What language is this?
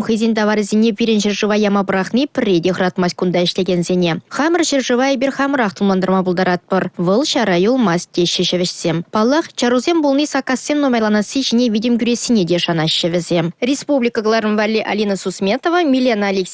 Chuvash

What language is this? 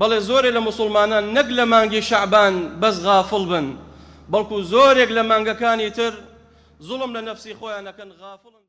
Central Kurdish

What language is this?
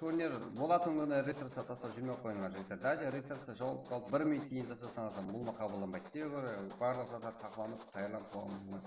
Kara-Kalpak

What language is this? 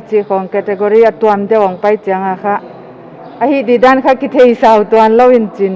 Paite Chin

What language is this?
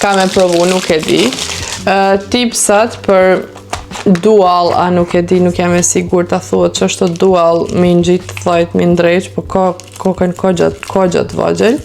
Albanian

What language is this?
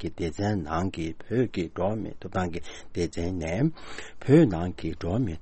Tibetan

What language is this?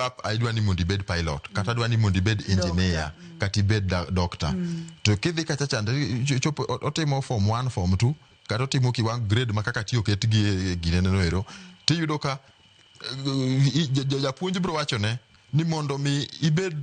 Luo (Kenya and Tanzania)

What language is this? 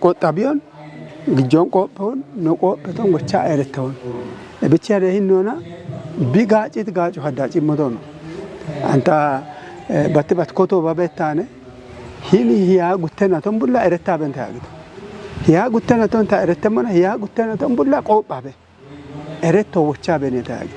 Kafa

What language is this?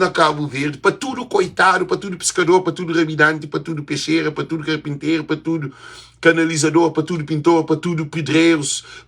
Kabuverdianu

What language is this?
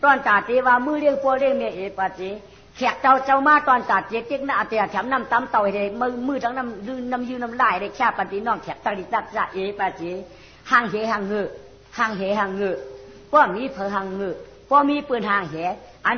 Shan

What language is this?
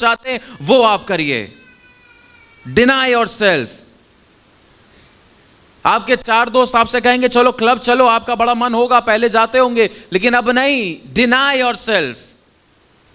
Hindi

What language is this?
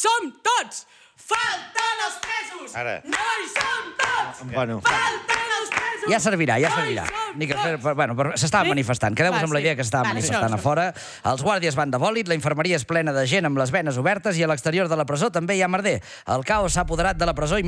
Catalan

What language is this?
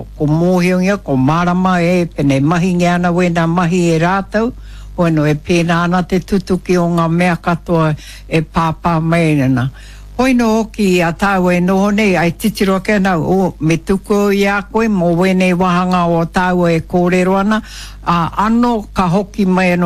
Māori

